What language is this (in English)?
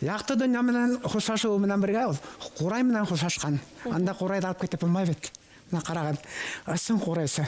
Bashkir